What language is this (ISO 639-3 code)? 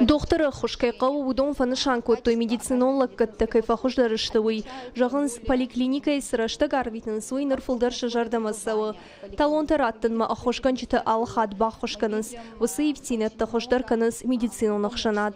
oss